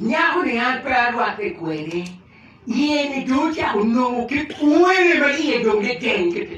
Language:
Acoli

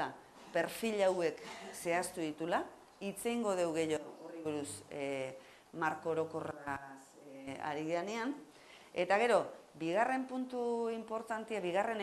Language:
Basque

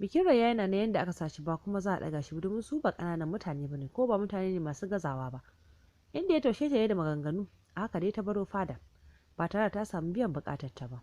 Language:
Hausa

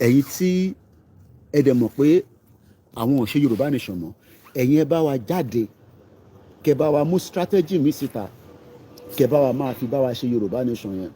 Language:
Yoruba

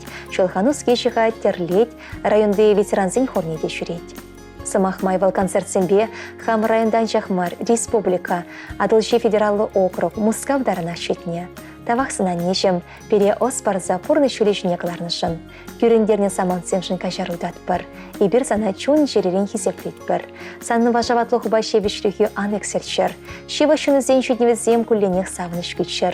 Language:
Chuvash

